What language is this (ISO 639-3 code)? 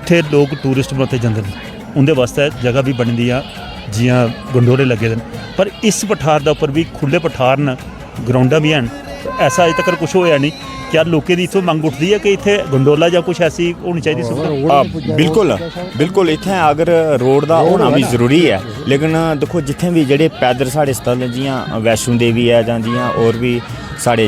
doi